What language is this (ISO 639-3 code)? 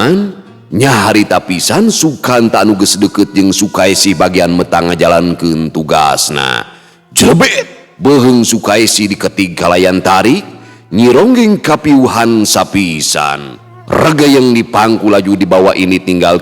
sun